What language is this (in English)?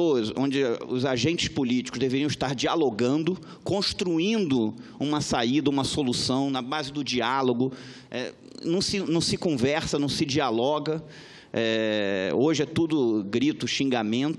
Portuguese